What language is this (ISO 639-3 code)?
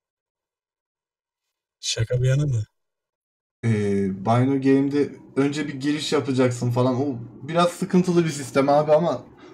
tur